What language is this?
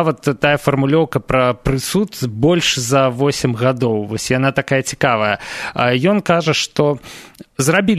Belarusian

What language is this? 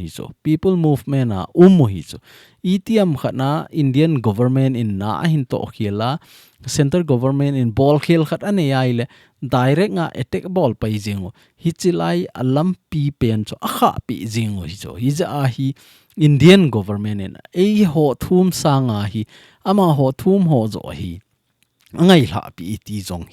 Thado Chin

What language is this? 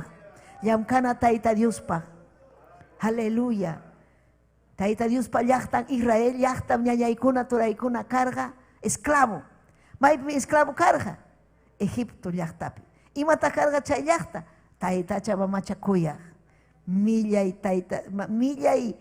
Ayacucho Quechua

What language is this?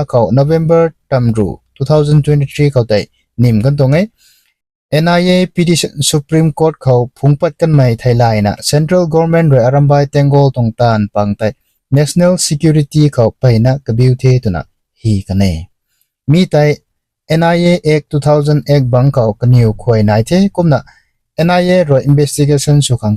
Rongmei Naga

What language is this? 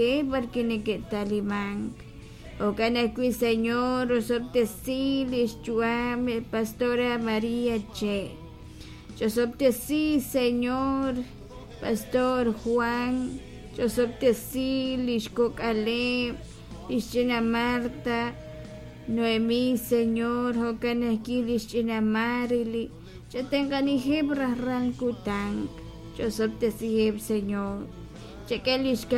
Kekchí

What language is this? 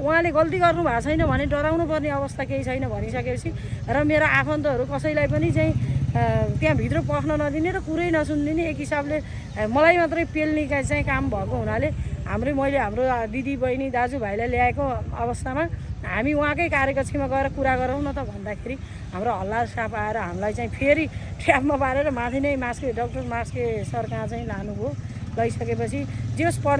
Nepali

